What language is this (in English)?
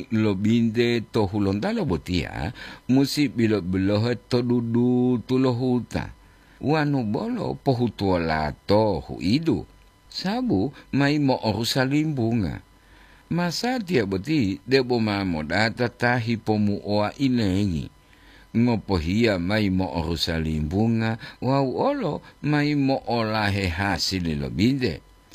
Gorontalo